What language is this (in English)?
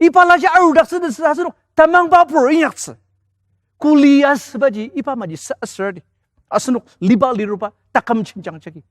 Ao Naga